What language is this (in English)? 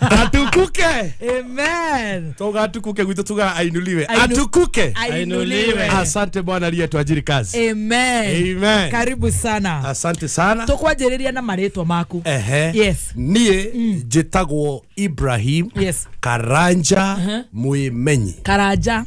Kikuyu